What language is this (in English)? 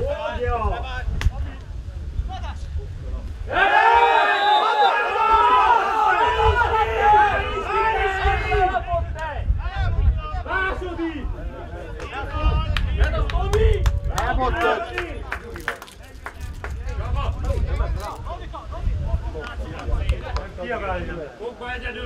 Hungarian